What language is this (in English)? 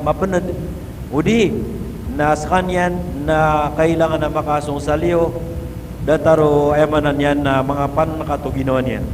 Maranao